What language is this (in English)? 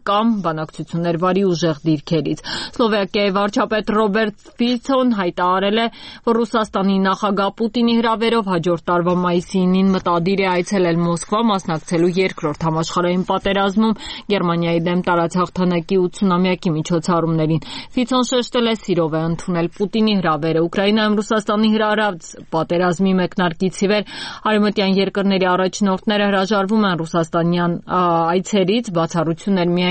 Armenian